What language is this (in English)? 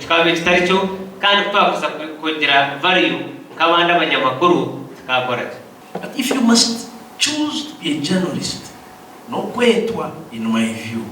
Nyankole